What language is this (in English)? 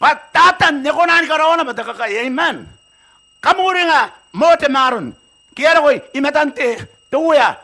Gilbertese